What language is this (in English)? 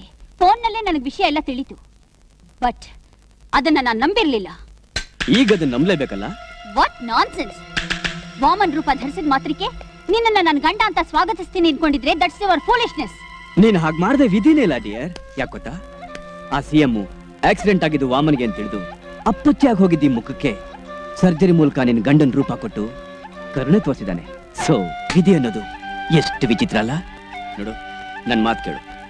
Kannada